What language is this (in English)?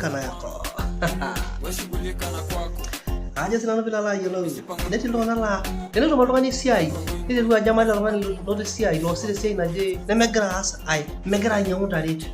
Masai